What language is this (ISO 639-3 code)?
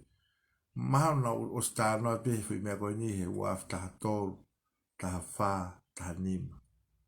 ton